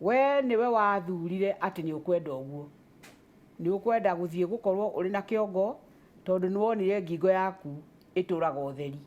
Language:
Kikuyu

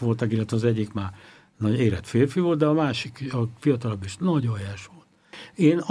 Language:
Hungarian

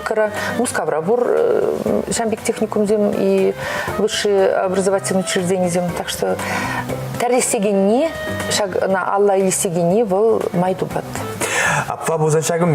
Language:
Chuvash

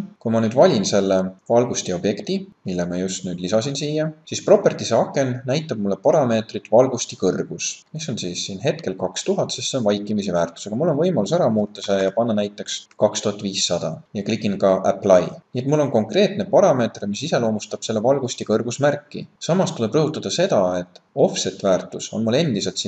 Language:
Estonian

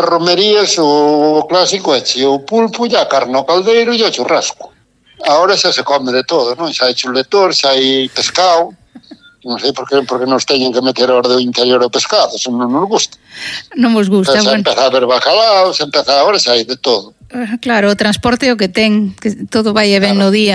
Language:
Galician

